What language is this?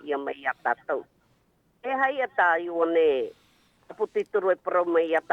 Tahitian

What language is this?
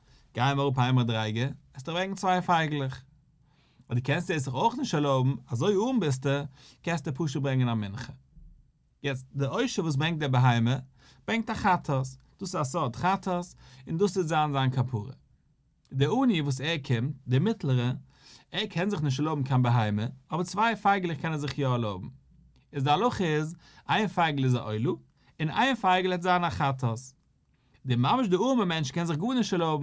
Yiddish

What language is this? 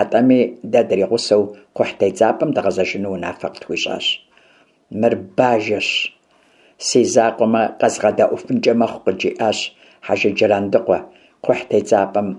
Kabardian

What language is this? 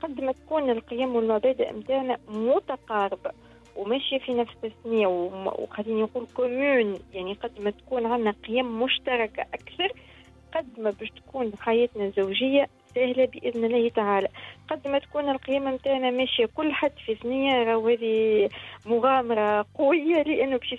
Tunisian Arabic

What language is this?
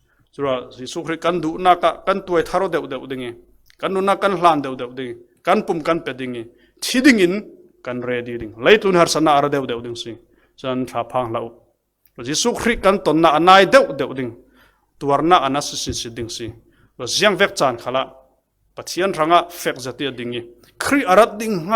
Falam Chin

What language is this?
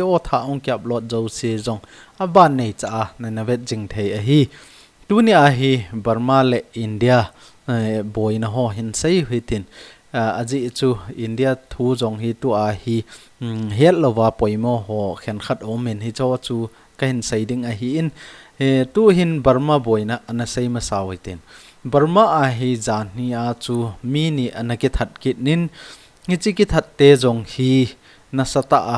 Thado Chin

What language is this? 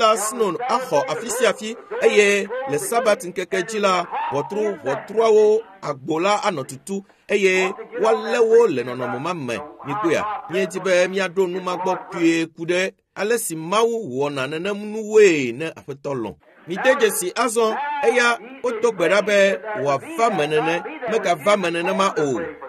Ewe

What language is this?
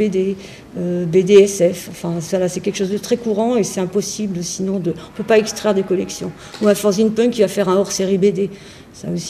French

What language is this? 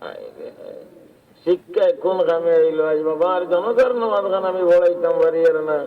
Sylheti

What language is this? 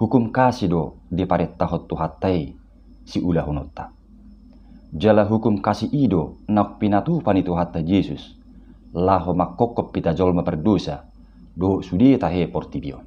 Batak Toba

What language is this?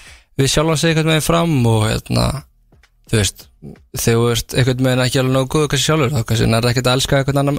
Icelandic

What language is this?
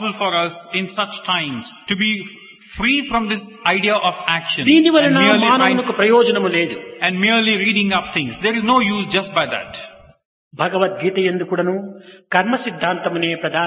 Telugu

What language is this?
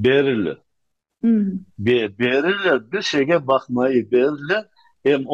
Crimean Tatar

